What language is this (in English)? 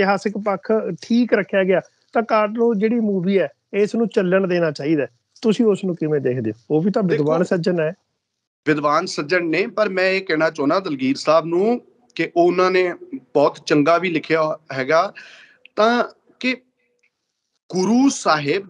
Punjabi